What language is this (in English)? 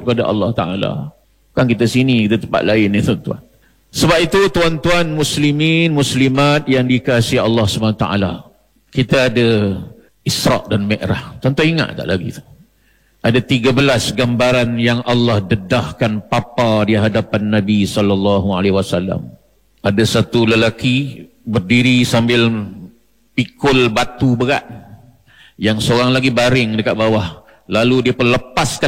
Malay